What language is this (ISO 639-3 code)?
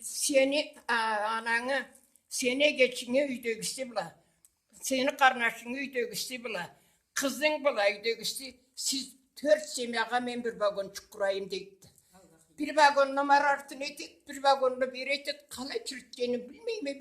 krc